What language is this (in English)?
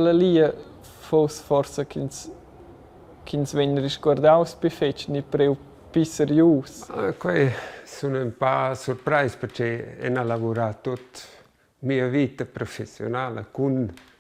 Romansh